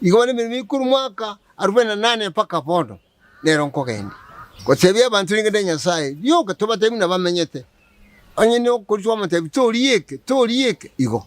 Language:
Gusii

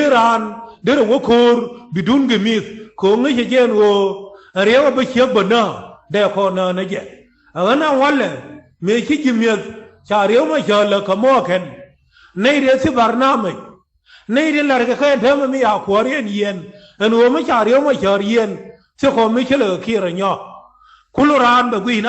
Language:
Nuer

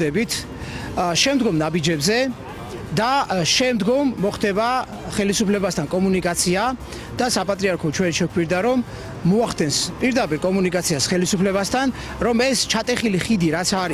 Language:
Georgian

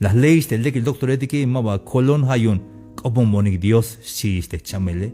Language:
Tzeltal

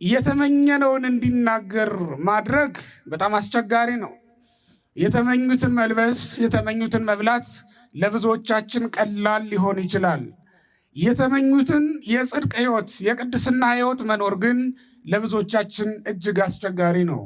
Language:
Amharic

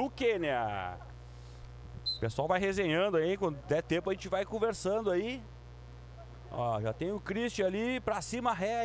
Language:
Portuguese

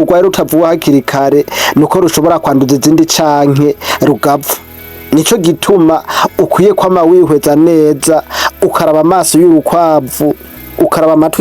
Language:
Rundi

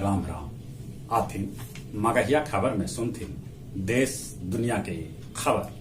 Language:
Magahi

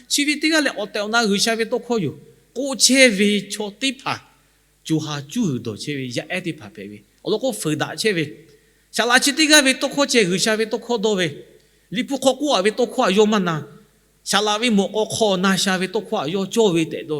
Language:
Lahu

